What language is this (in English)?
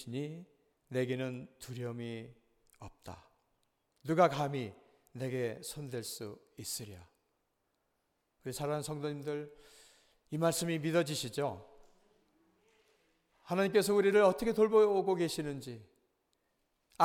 Korean